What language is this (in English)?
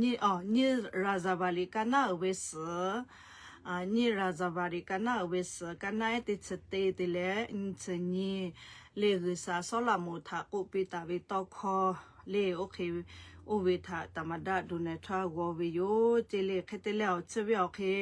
Lahu